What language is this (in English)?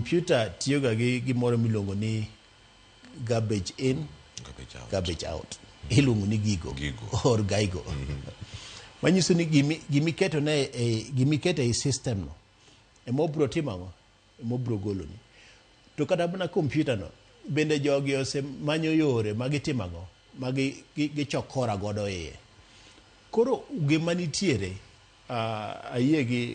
Luo (Kenya and Tanzania)